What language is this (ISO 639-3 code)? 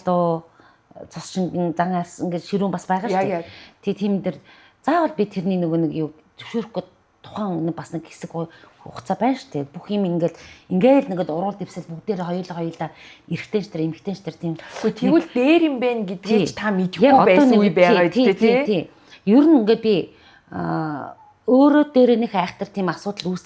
mon